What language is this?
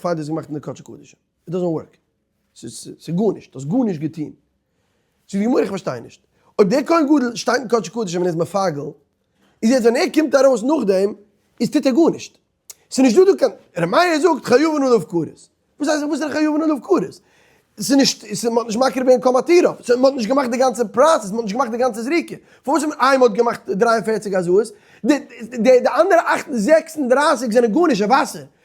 Yiddish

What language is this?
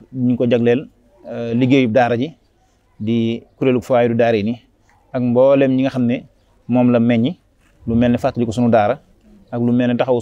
Wolof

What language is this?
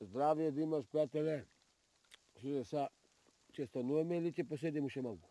Macedonian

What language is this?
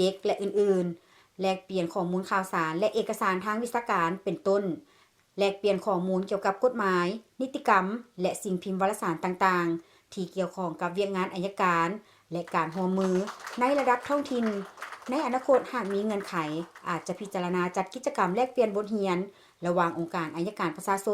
Lao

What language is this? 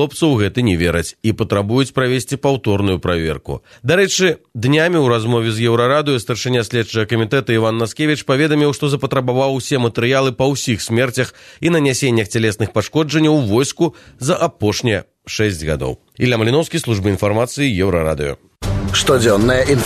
Belarusian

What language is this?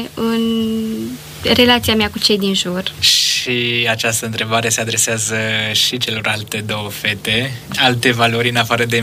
Romanian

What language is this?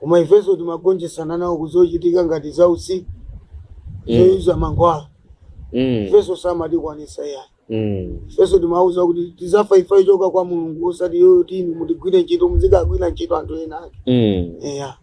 Nyanja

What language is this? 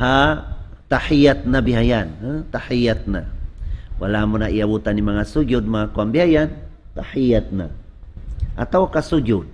Tausug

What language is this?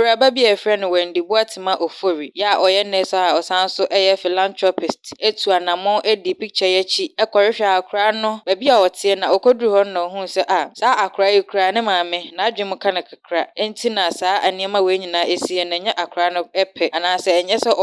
Akan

